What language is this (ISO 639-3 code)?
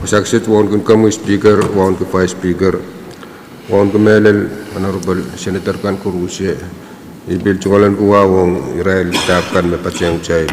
pon